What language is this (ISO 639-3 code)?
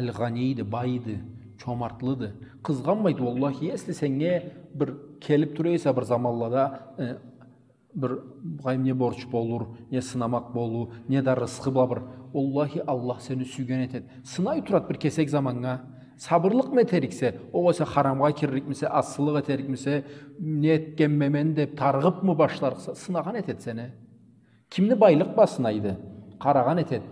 krc